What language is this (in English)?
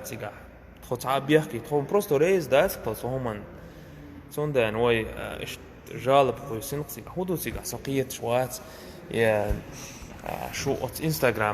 Chechen